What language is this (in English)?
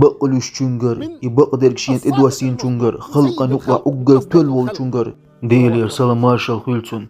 Chechen